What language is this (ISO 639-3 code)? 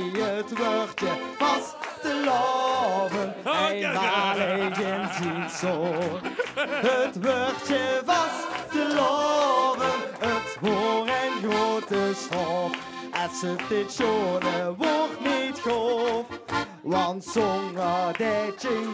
lim